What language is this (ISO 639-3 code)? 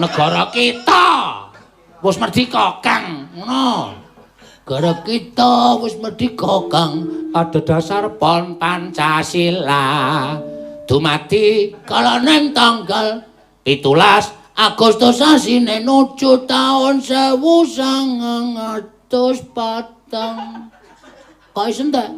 jav